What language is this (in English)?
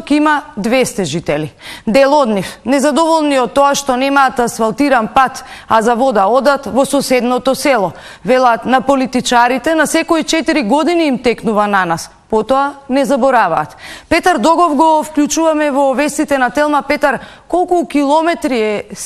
Macedonian